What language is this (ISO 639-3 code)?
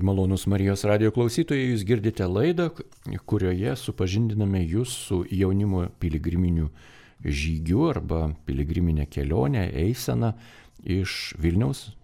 lit